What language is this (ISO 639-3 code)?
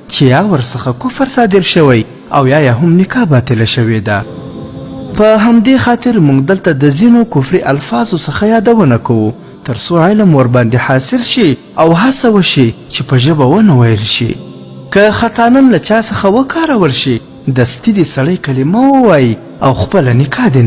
pus